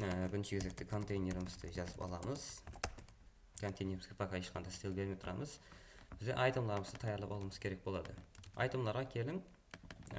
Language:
Kara-Kalpak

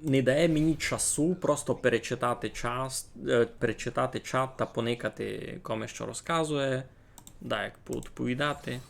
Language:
Rusyn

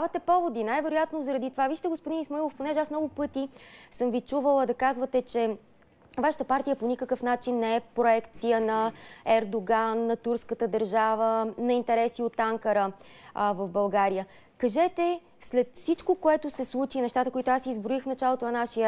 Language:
Bulgarian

